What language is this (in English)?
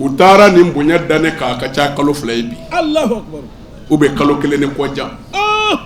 Bambara